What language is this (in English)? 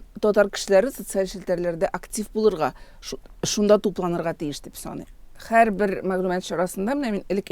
Tatar